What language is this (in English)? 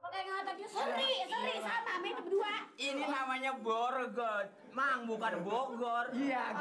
Betawi